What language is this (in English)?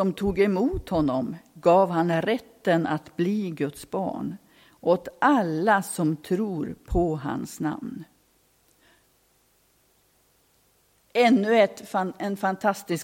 Swedish